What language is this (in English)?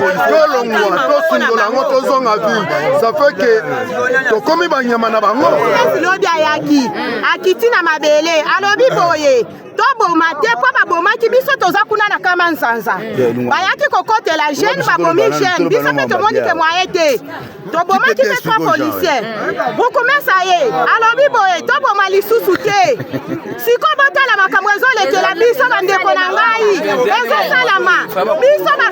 Lingala